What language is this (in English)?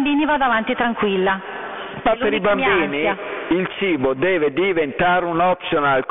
Italian